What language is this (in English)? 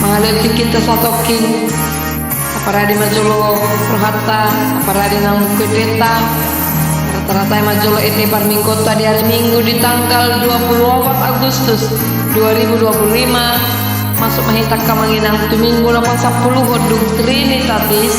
Batak Toba